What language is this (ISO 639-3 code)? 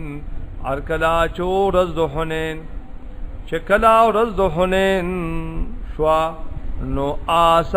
pus